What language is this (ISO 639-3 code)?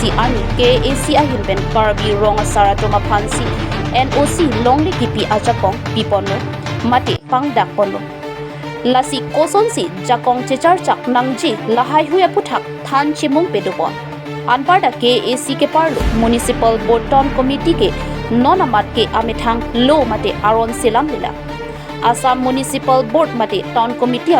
mjw